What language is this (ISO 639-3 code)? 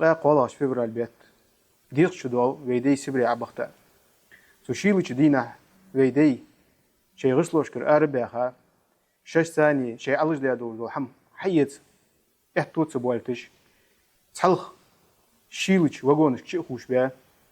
inh